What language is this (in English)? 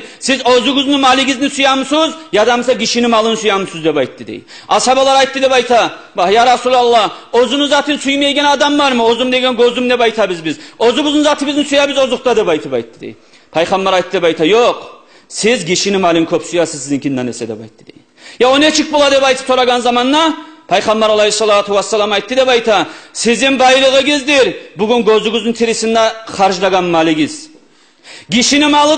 Kumyk